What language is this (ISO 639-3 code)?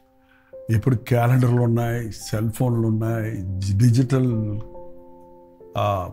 tel